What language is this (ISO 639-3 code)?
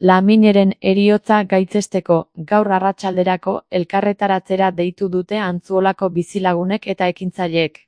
eus